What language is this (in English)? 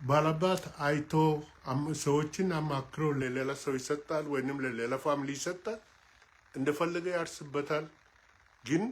Amharic